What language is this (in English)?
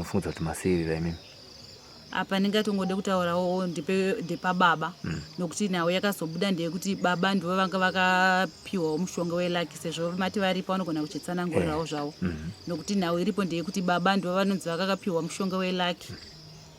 Shona